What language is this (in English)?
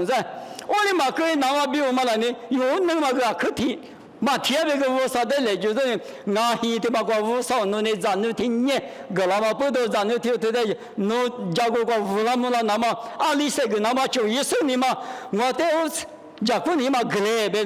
Lisu